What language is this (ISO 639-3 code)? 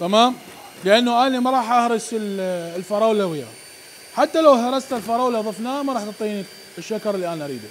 acm